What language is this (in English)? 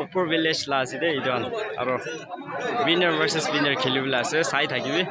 Naga Pidgin